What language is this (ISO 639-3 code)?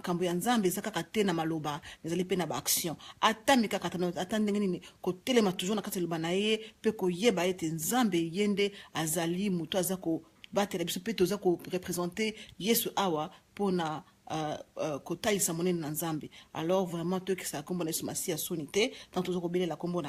lin